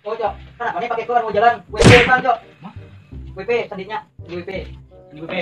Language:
Banjar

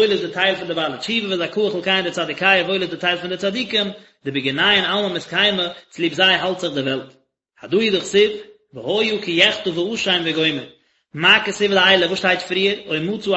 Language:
Yiddish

